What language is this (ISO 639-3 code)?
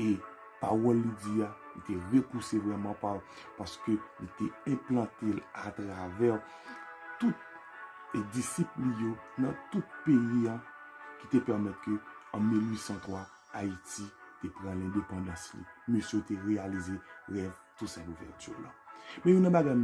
hat